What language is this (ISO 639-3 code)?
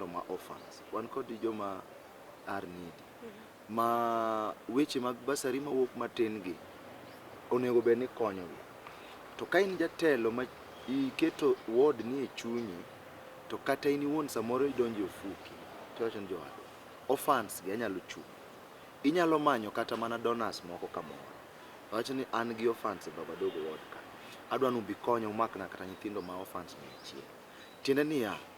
luo